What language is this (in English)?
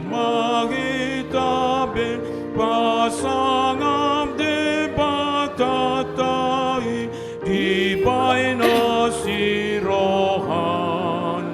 Batak Toba